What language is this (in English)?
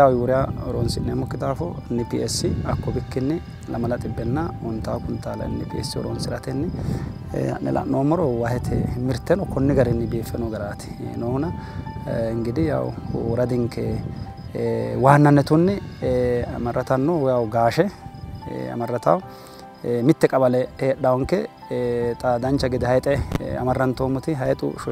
Sidamo